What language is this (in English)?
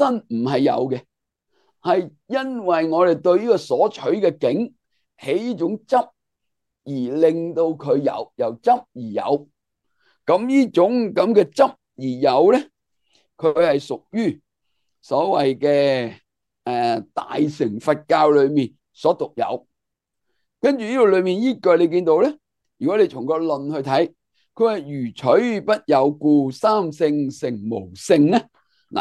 Cantonese